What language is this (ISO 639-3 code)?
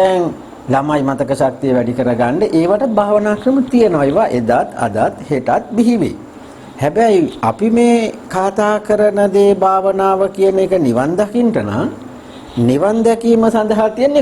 sin